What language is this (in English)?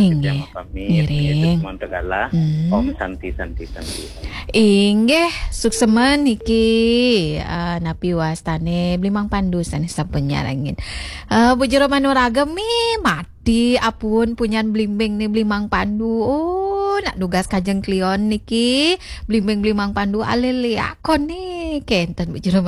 Balinese